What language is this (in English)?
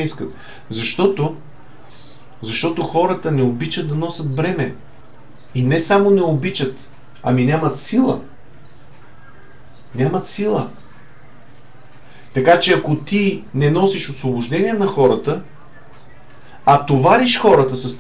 Bulgarian